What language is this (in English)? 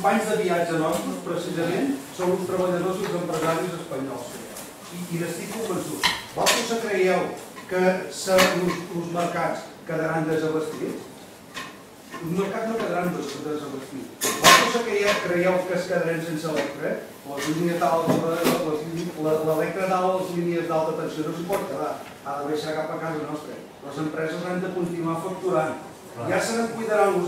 Catalan